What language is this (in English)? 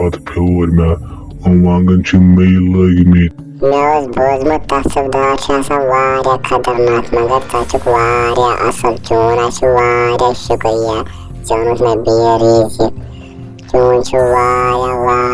Kashmiri